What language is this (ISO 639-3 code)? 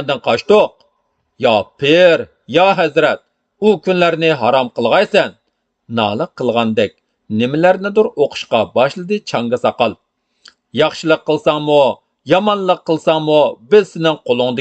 uig